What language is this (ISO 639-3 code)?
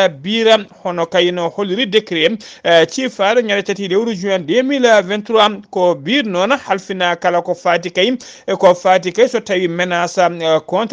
ful